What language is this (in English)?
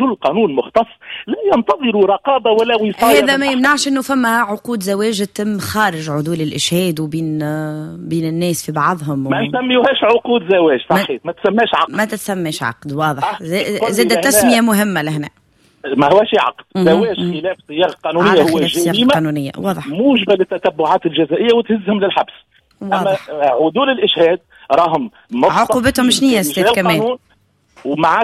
Tunisian Arabic